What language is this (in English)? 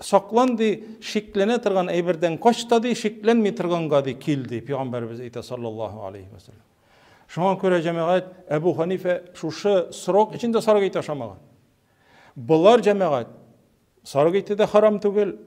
Tatar